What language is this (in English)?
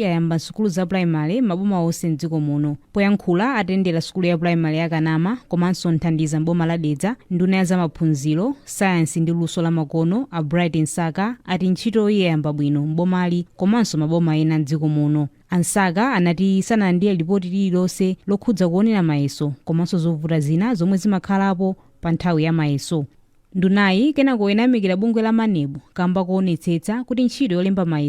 Nyanja